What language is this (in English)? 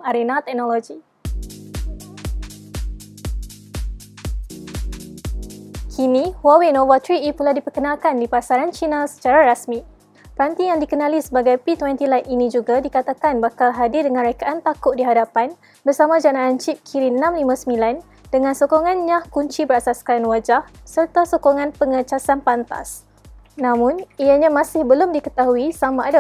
Malay